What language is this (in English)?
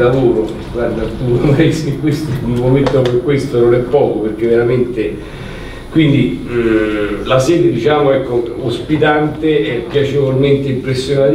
Italian